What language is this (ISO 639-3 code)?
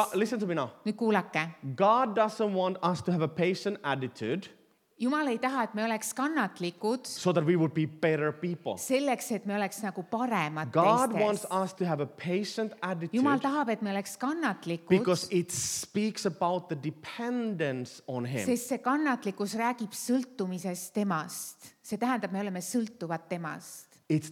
est